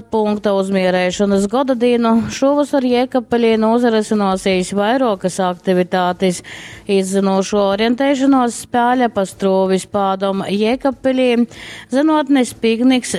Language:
Latgalian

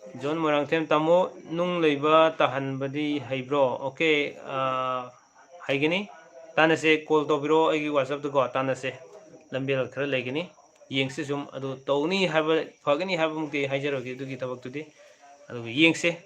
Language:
Manipuri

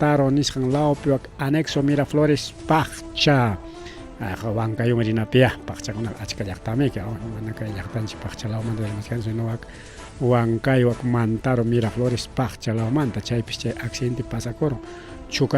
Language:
Ayacucho Quechua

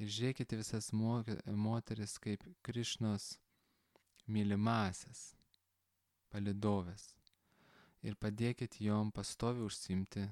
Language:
Lithuanian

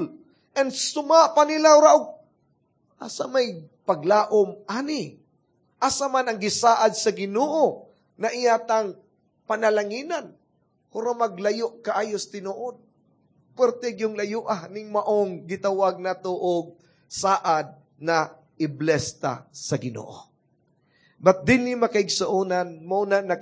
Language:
Cebuano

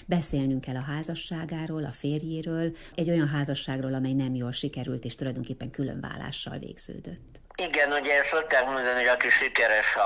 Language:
Hungarian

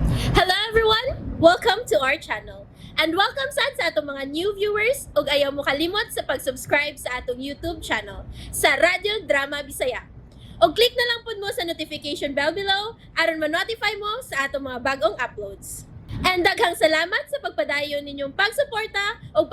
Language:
Cebuano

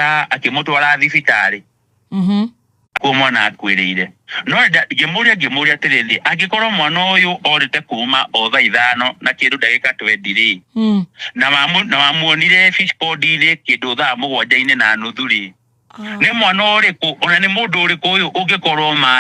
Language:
Kikuyu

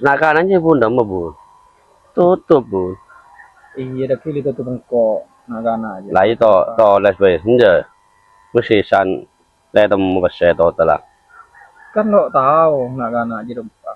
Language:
Madurese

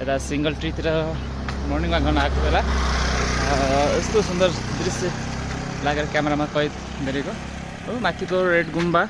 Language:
Nepali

